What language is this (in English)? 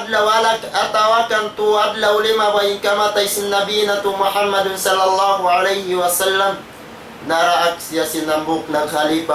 Tausug